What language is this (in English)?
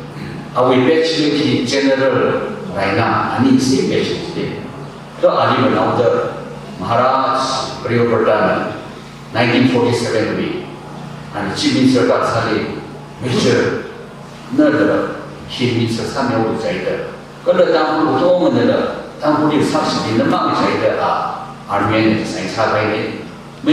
Tangkhul Naga (India)